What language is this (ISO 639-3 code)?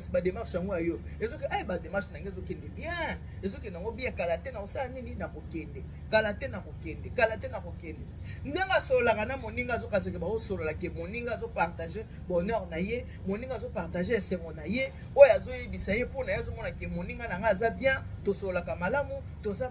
lin